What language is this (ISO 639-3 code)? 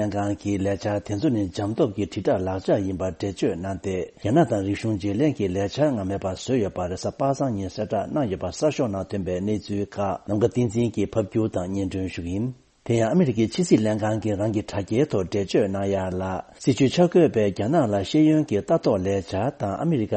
bod